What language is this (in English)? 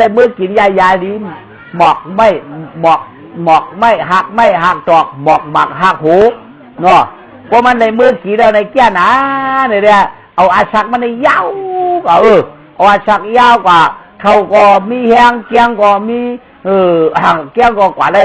Shan